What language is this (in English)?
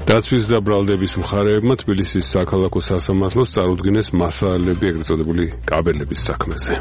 Georgian